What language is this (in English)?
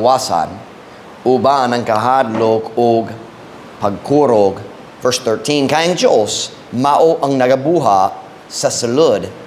Cebuano